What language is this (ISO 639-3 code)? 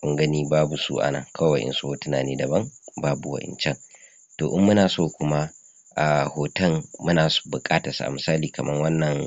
hau